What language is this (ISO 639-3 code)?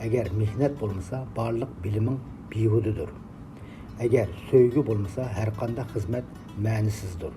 uig